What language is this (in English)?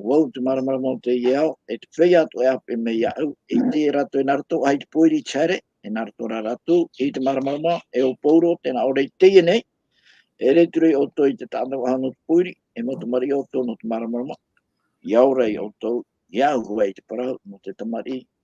Tahitian